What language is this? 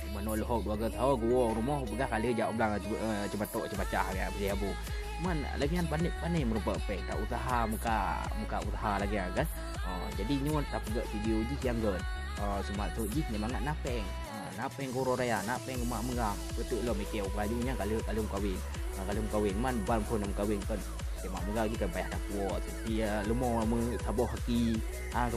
Achinese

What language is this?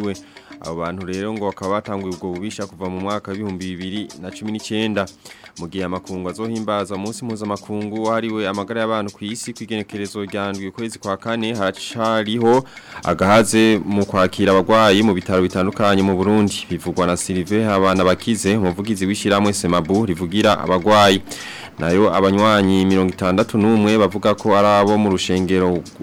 Rundi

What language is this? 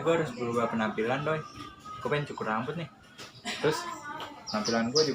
Betawi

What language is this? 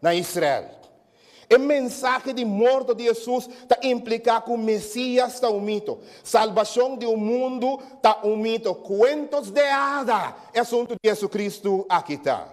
Papiamento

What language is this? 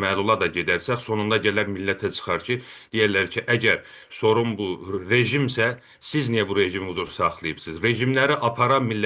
South Azerbaijani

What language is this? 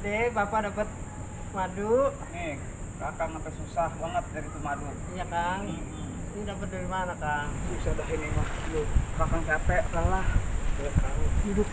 Betawi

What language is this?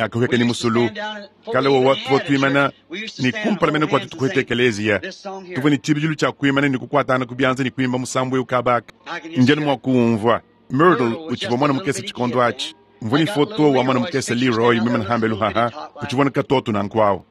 Luba-Lulua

